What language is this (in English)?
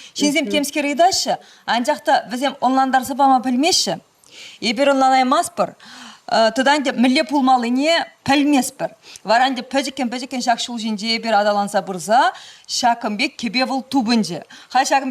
Chuvash